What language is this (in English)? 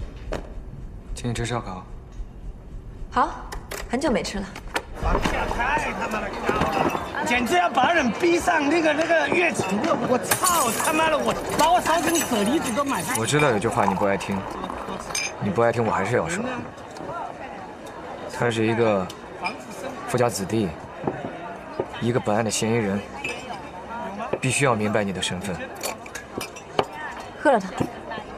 Chinese